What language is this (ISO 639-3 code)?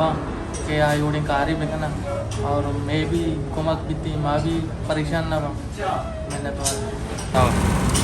bal